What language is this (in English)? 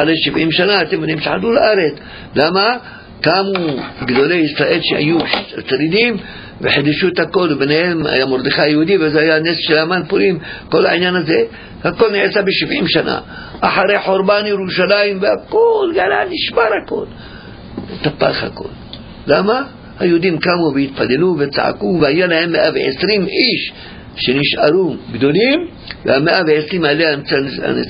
Hebrew